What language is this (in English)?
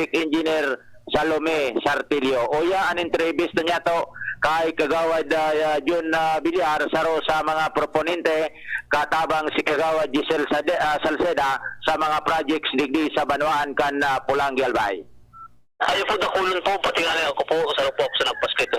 Bikol